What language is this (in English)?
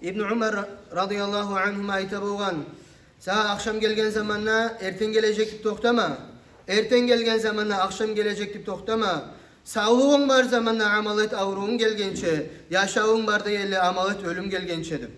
Kumyk